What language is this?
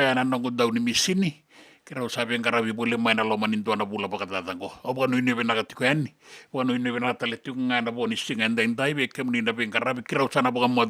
Fijian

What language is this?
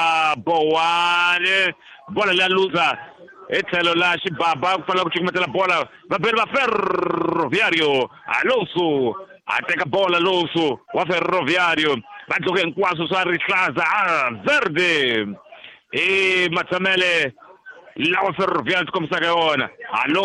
Tsonga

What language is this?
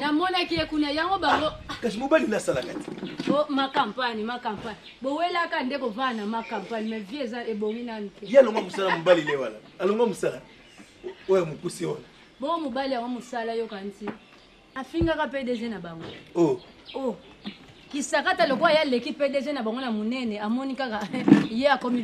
Lingala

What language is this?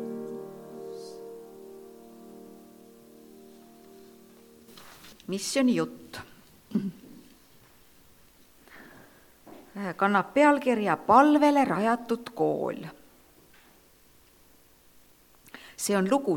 Estonian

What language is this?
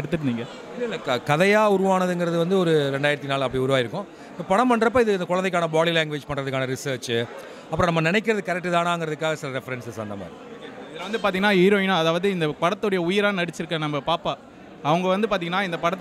Tamil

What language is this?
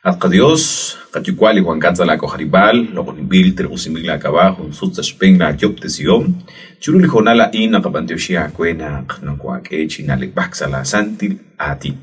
Kekchí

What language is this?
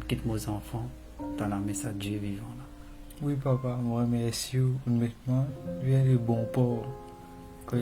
Morisyen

